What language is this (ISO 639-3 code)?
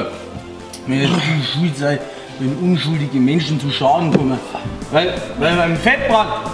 bar